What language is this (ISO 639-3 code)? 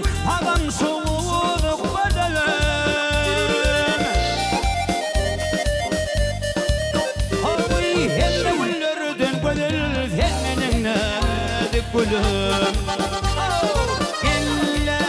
tur